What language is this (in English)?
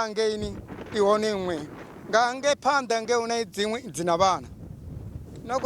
Venda